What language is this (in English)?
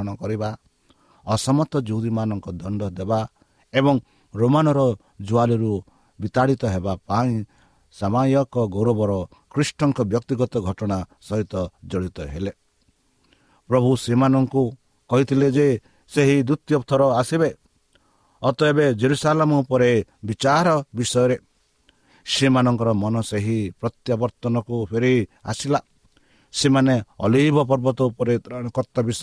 Odia